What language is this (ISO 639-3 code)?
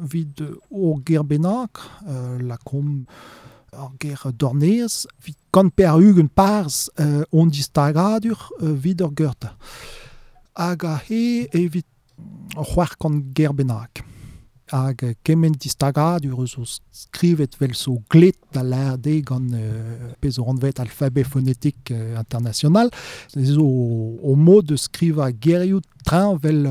bre